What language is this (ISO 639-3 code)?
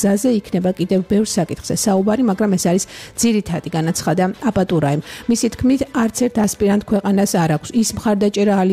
kat